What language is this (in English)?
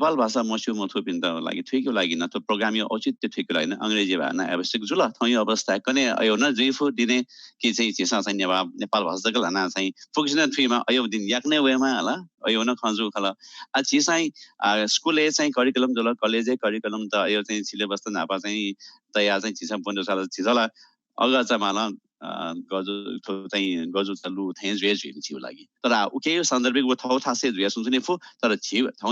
Newari